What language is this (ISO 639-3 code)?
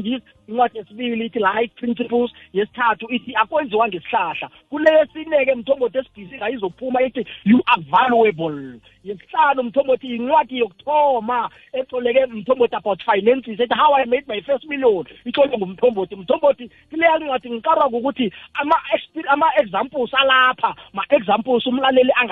nbl